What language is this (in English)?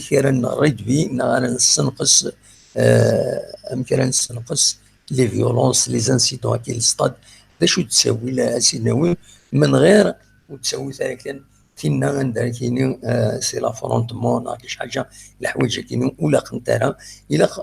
Kabyle